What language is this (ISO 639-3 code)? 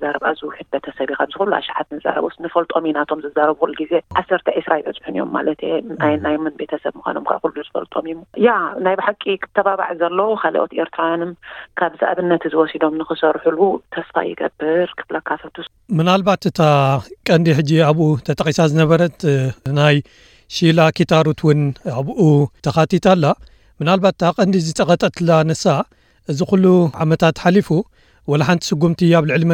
tir